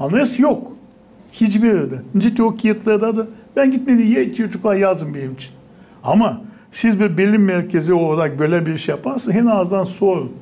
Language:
Gagauz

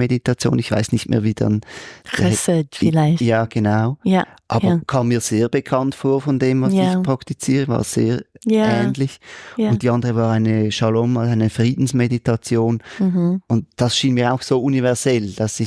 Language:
Swiss German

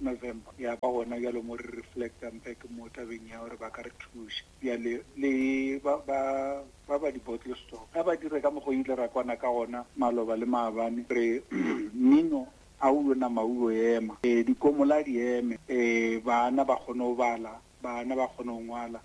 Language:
Northern Sotho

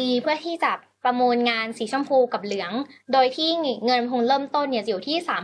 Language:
Thai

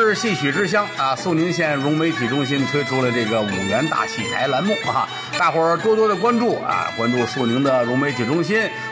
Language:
Chinese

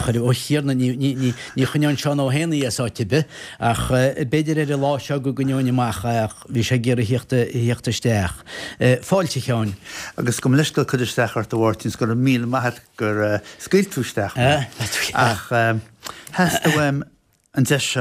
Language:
Irish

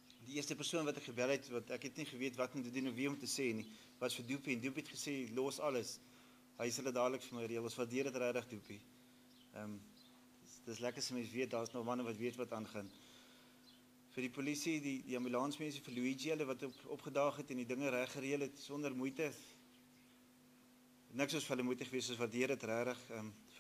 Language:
Afrikaans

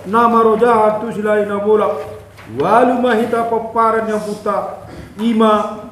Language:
Batak Toba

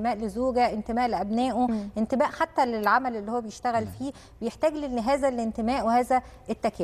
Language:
Egyptian Arabic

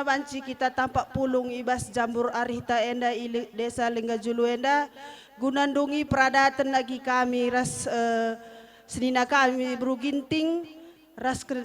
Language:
Batak Karo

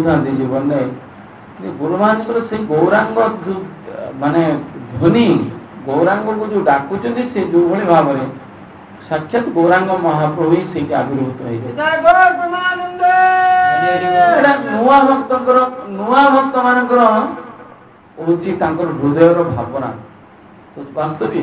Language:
Odia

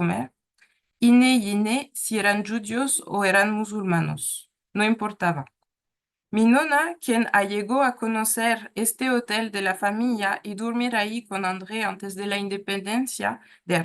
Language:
Ladino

